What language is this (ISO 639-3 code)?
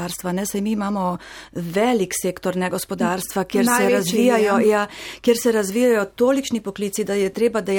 slv